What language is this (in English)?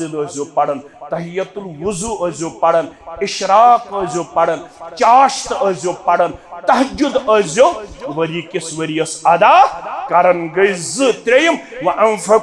Kashmiri